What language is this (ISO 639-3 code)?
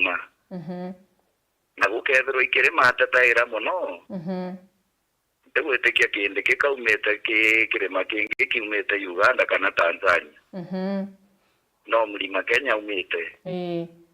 mer